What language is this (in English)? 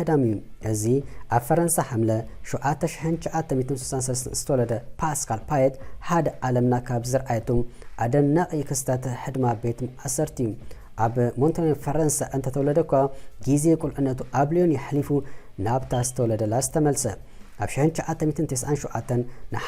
Tigrinya